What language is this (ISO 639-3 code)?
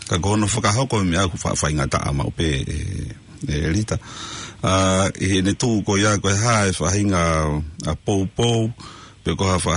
ton